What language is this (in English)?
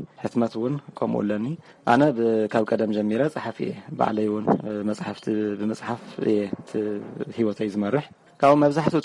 Tigrinya